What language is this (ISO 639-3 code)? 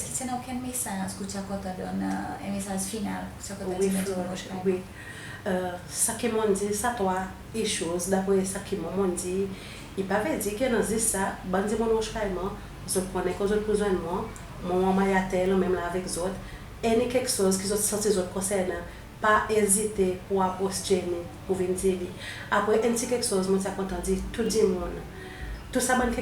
crs